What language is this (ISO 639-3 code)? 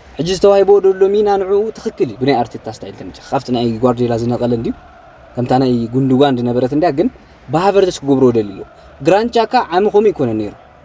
tir